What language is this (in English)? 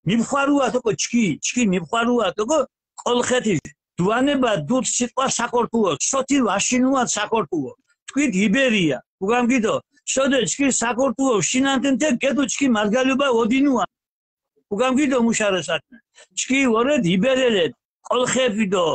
Mingrelian